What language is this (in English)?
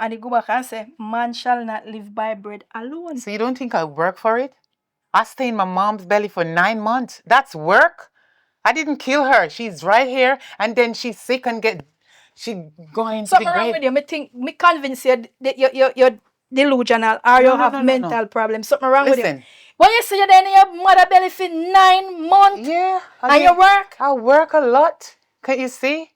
Jamaican Creole English